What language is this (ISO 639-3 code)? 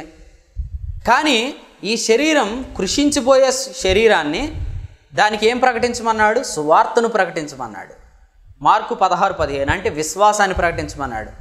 tel